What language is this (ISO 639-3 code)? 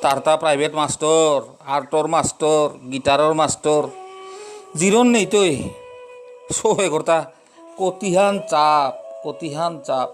bpy